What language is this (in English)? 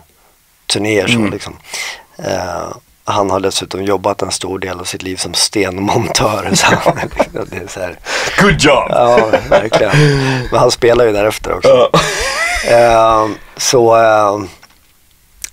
Swedish